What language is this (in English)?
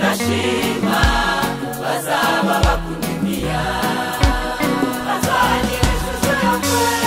Kinyarwanda